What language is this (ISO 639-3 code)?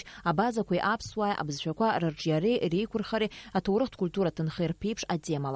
abk